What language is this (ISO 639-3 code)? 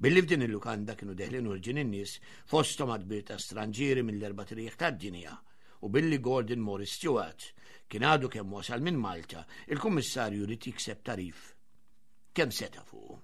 mlt